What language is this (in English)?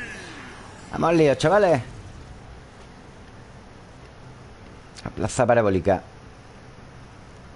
Spanish